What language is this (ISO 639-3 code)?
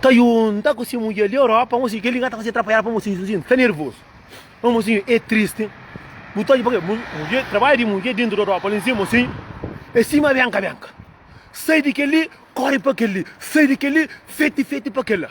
kea